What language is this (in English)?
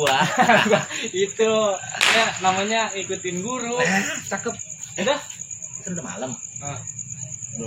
Betawi